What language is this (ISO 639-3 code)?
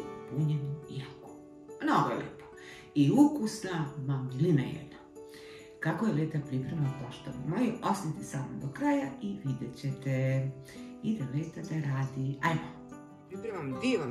srp